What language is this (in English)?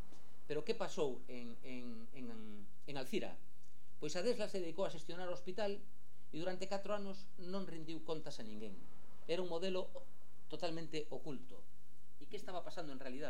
Galician